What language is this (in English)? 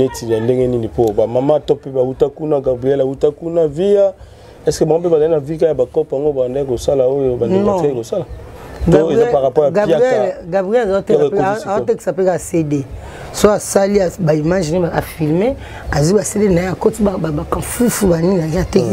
Lingala